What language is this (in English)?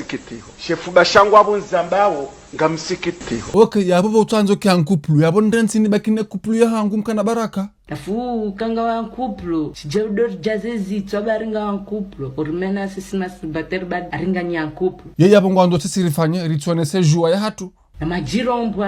Ngazidja Comorian